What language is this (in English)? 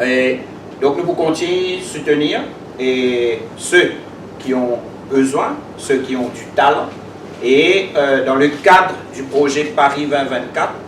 Morisyen